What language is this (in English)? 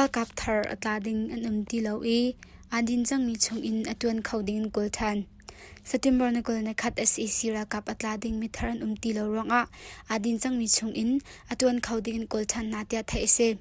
Hakha Chin